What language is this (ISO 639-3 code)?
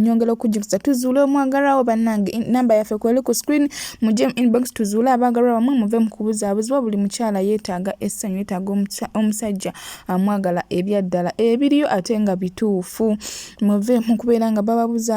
lug